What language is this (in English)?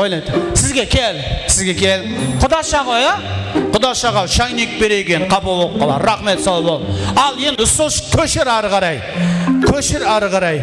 Kara-Kalpak